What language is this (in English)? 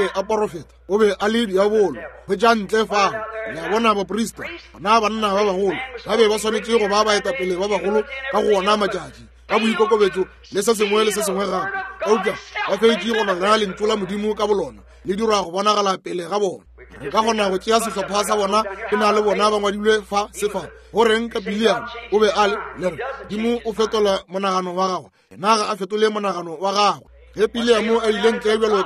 Northern Sotho